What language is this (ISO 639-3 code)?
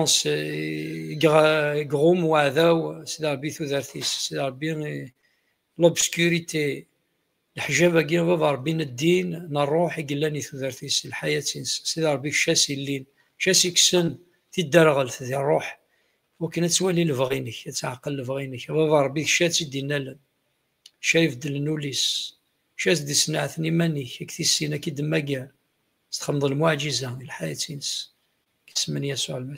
kab